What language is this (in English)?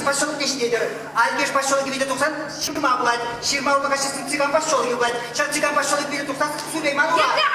Chuvash